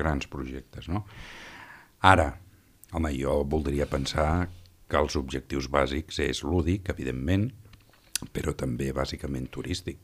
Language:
Catalan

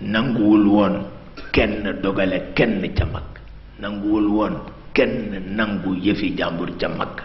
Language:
Wolof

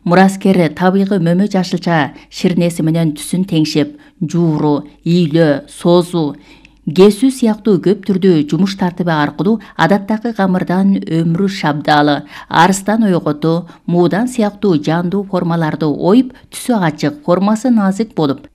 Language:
Kyrgyz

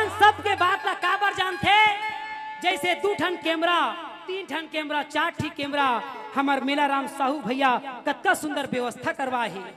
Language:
Chhattisgarhi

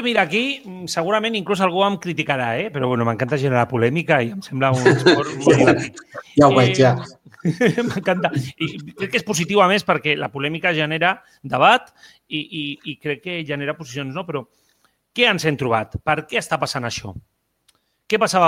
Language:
Catalan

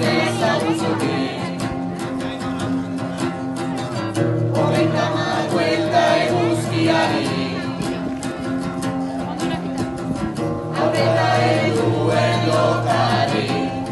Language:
Basque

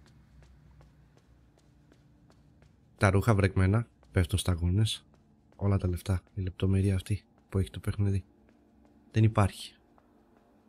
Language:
Greek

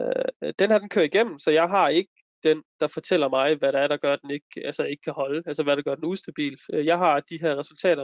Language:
Danish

